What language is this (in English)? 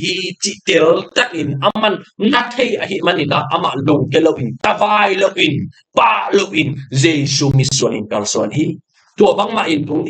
Tedim Chin